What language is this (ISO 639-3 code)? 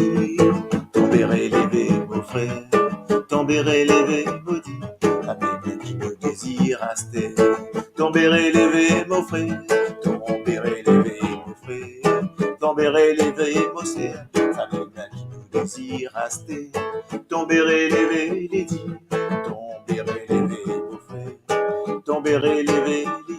mfe